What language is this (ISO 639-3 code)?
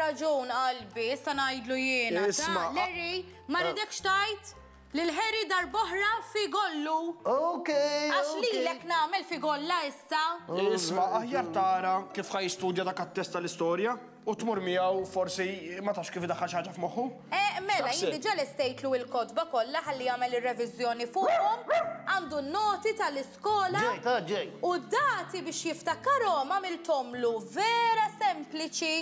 mlt